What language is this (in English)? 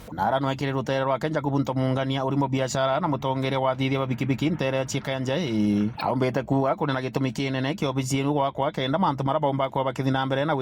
Meru